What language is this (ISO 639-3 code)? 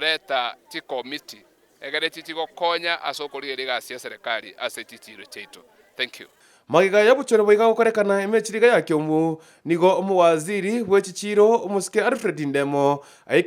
guz